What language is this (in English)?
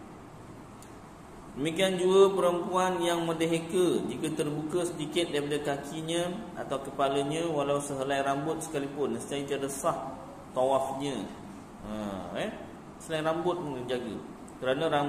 Malay